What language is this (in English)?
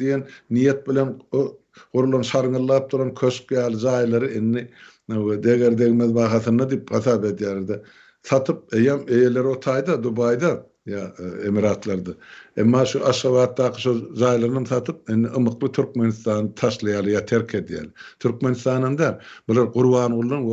Turkmen